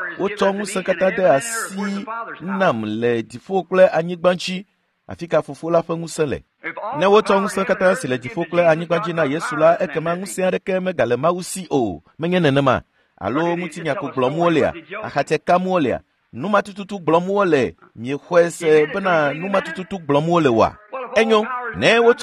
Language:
Ewe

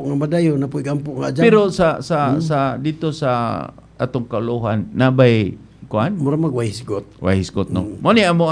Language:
Cebuano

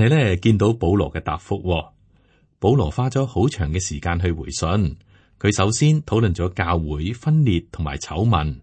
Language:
Cantonese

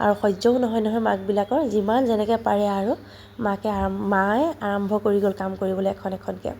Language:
Assamese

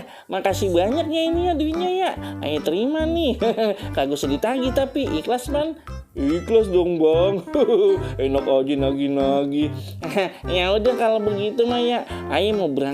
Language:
Betawi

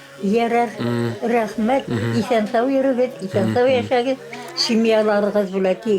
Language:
Bashkir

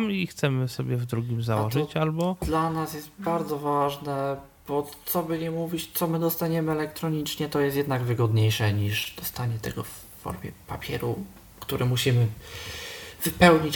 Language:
Polish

